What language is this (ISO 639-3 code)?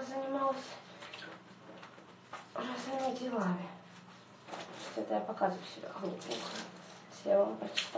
rus